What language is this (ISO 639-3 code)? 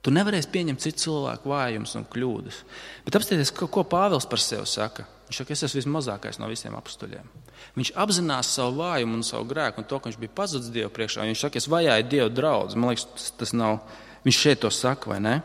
lav